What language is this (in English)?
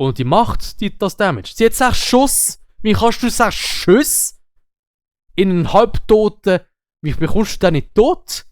Swiss German